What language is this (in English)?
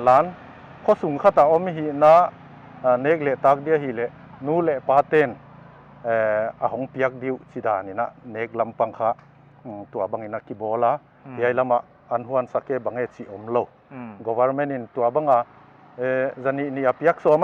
Paite Chin